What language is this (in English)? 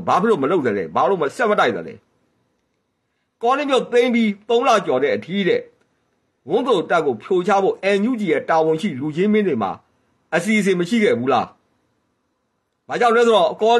Burmese